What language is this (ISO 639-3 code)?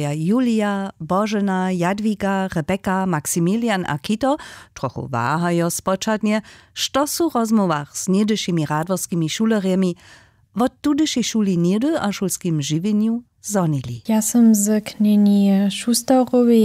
hsb